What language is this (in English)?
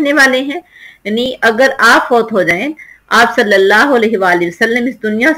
Urdu